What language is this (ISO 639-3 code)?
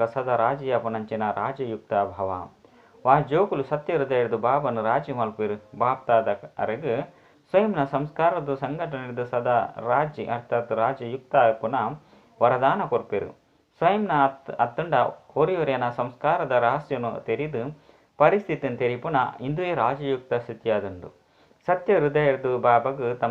tcy